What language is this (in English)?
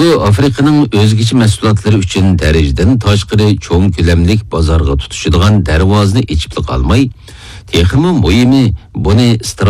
Uyghur